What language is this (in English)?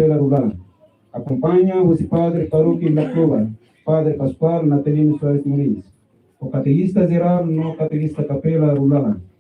Tetum